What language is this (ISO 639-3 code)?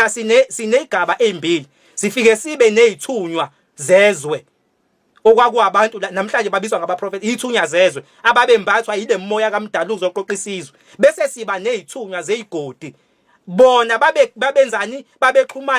zul